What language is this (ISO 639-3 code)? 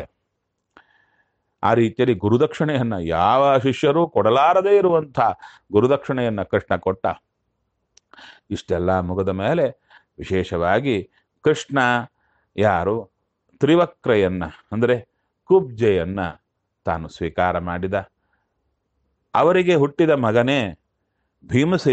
kan